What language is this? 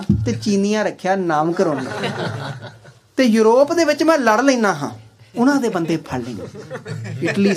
Punjabi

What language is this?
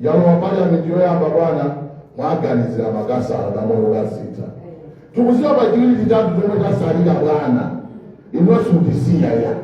Nyanja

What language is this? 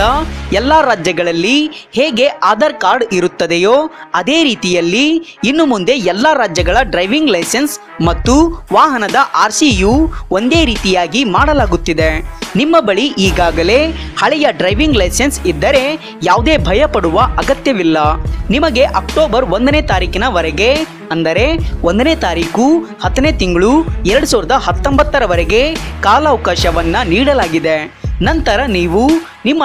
Kannada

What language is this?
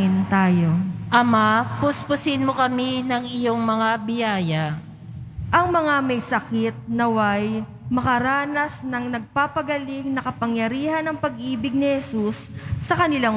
Filipino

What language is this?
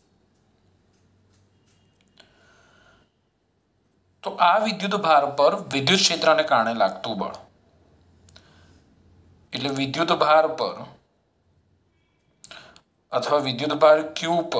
Gujarati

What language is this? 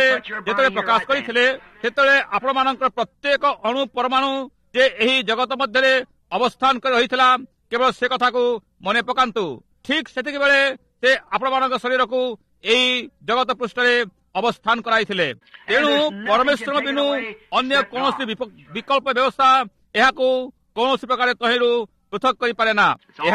Odia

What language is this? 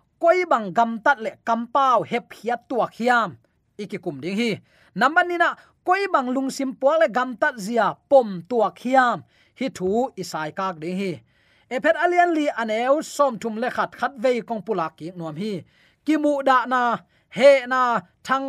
Tedim Chin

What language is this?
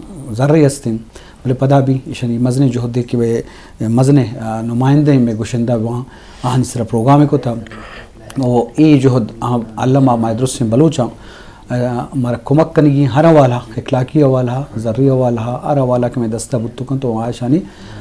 Eastern Balochi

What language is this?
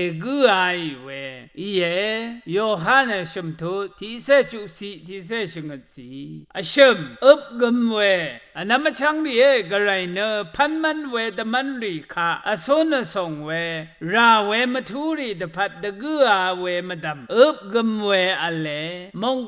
Rawang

